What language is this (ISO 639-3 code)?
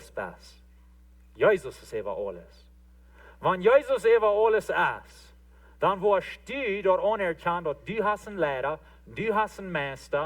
pdt